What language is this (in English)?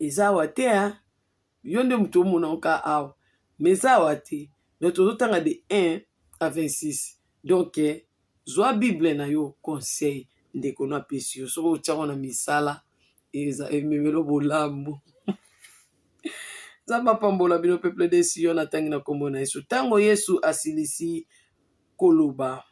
Lingala